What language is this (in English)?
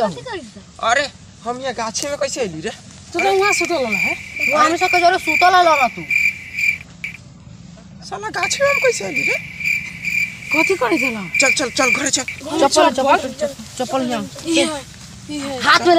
Bhojpuri